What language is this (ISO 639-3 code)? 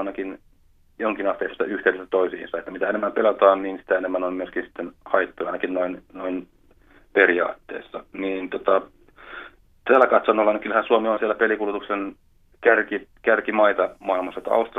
fin